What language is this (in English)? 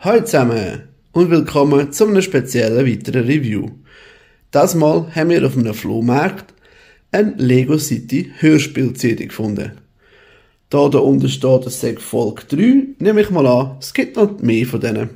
Swiss German